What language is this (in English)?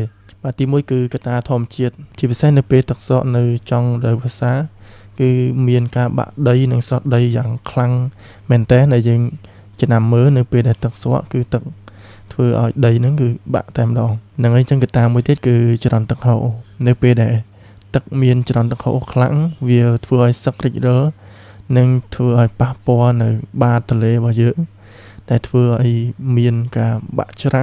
Khmer